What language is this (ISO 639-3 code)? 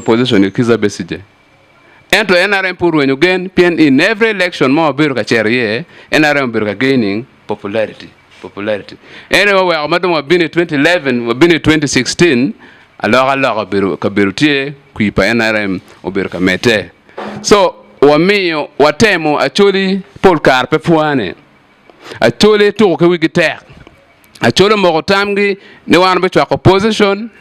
ach